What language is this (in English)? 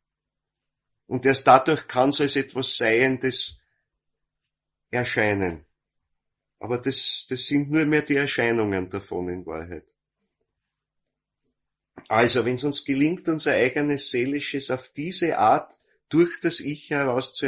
German